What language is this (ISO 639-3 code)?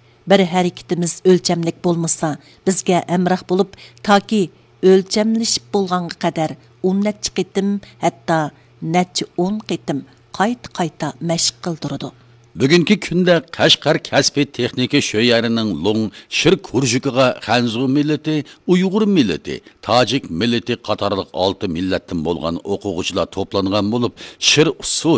uig